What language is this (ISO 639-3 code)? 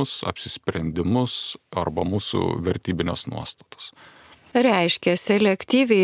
lit